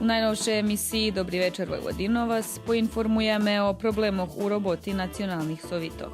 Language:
Rusyn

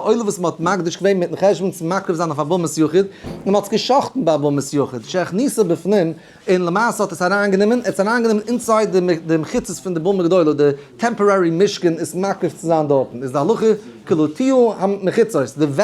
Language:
Yiddish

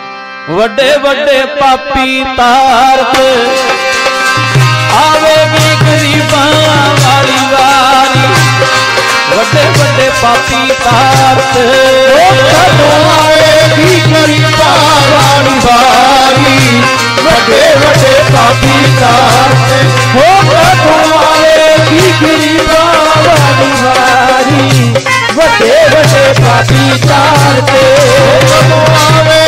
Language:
Punjabi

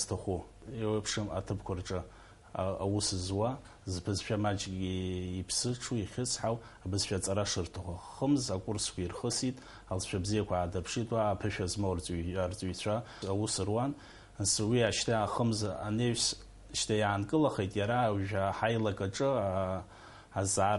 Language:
Abkhazian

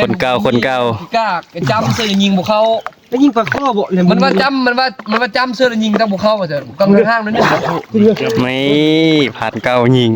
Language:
Northeastern Thai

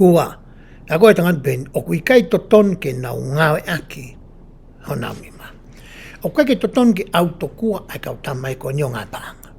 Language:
Tongan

